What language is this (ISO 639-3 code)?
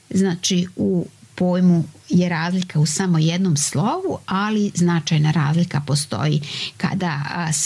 srp